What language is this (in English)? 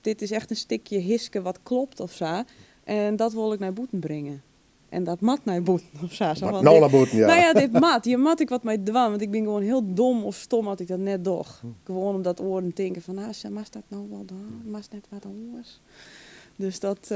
Western Frisian